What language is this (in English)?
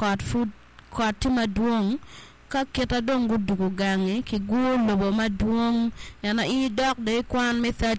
Acoli